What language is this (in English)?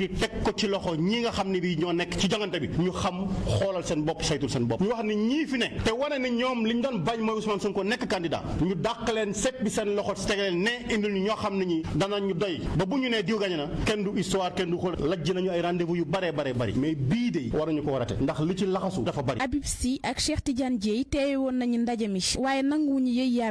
Wolof